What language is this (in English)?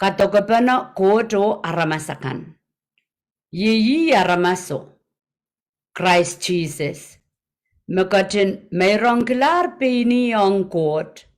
Pohnpeian